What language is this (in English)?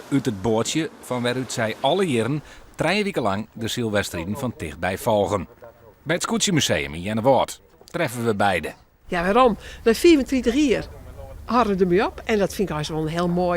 Western Frisian